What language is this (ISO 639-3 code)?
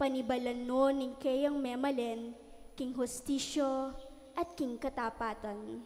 pam